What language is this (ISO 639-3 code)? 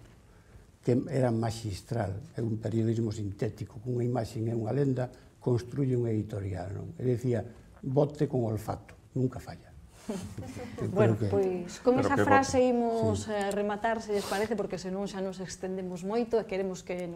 glg